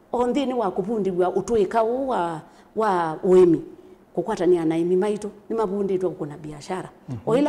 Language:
Kamba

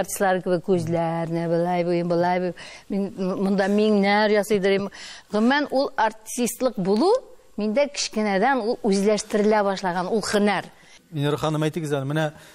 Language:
Tatar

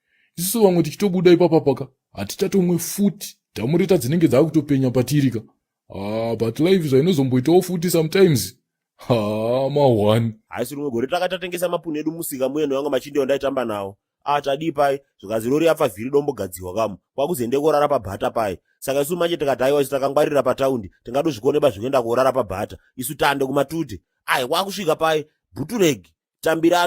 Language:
Shona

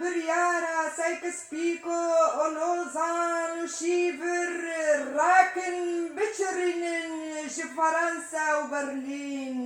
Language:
Kurdish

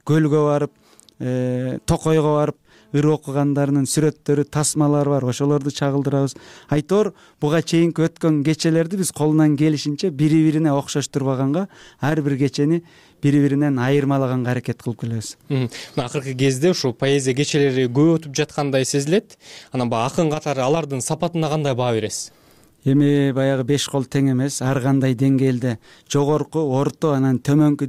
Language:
Kyrgyz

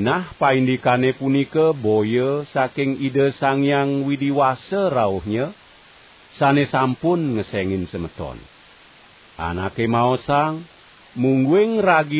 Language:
Balinese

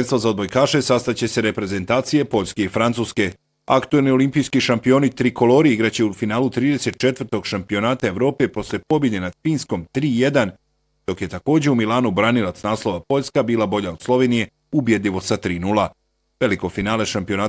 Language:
Bosnian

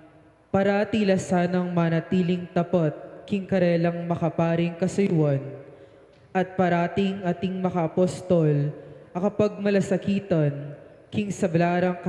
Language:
Pampanga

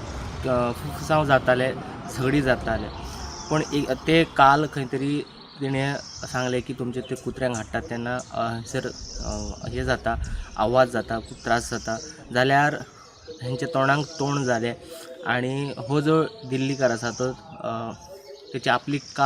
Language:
Konkani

